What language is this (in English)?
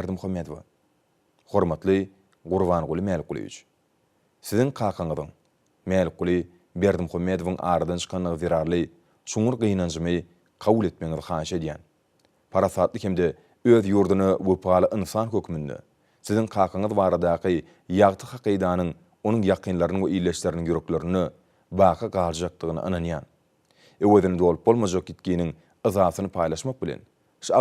Turkmen